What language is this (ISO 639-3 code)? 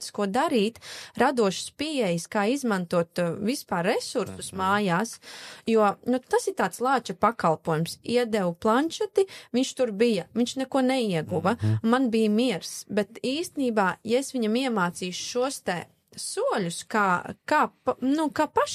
lav